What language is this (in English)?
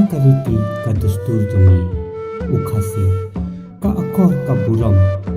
Khasi